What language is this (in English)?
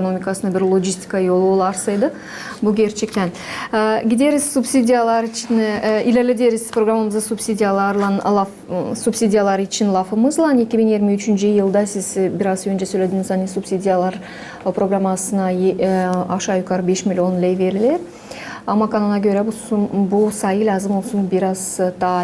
Gagauz